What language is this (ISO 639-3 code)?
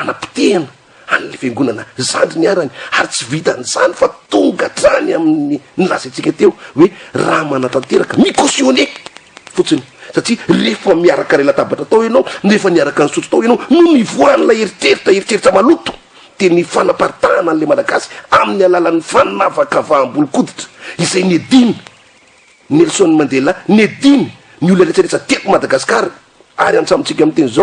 mlg